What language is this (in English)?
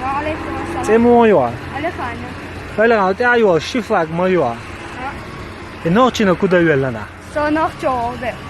Chechen